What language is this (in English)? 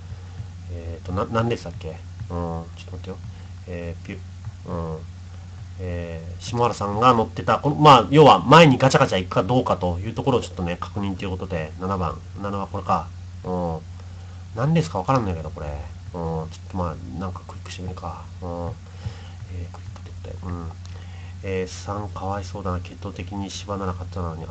Japanese